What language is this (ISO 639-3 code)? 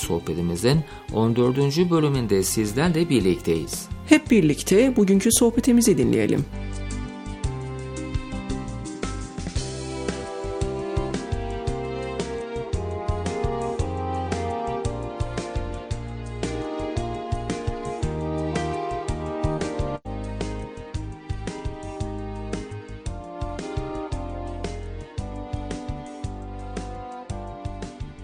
tur